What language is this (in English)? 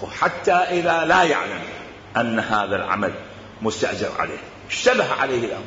Mesopotamian Arabic